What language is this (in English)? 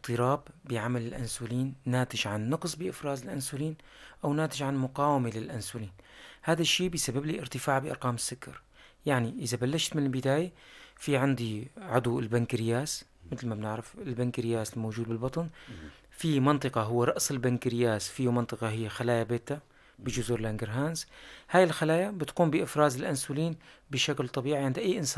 North Levantine Arabic